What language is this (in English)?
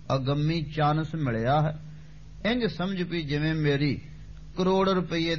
Punjabi